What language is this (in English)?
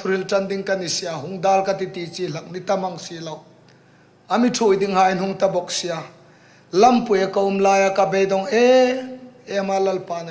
Hmar